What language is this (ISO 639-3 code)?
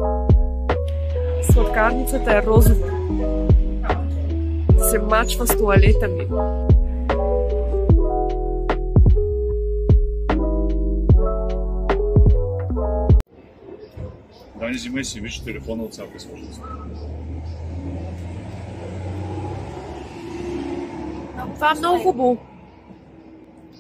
bul